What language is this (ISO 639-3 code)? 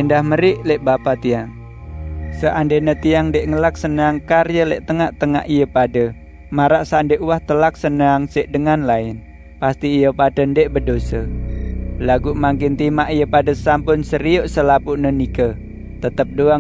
sas